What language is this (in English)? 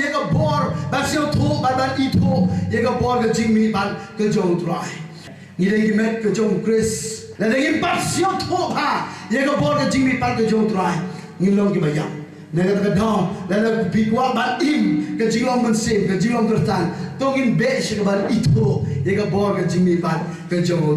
Khasi